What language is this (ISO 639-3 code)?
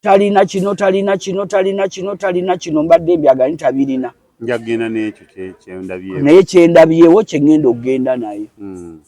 lug